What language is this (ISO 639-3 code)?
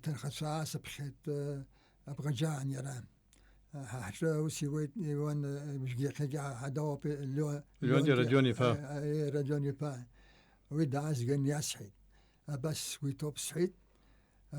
abk